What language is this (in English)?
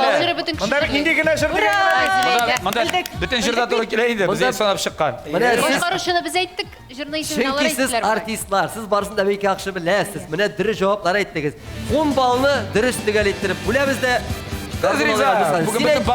Tatar